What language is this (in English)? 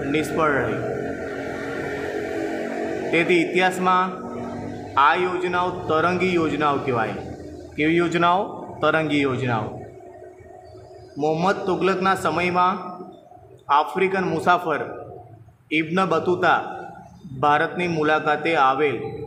Gujarati